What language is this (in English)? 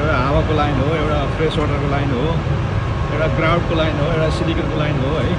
Nepali